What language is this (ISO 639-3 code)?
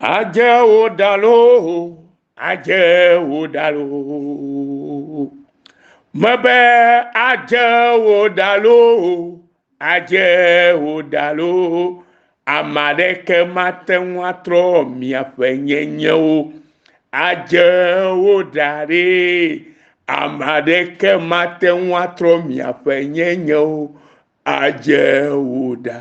ewe